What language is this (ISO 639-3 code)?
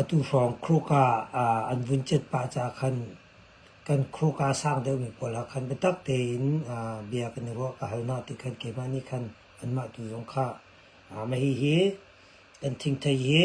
cnh